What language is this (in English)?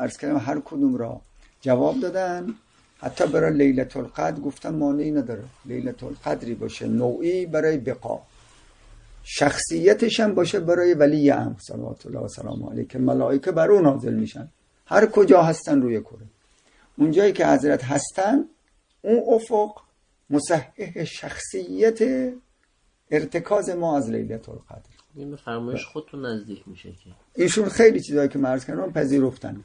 Persian